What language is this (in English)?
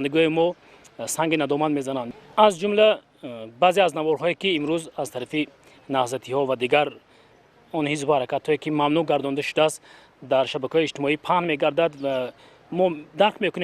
Tajik